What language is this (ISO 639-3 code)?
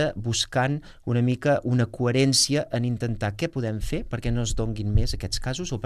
cat